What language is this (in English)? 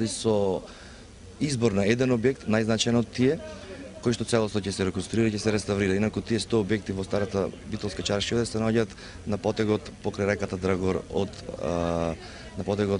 Macedonian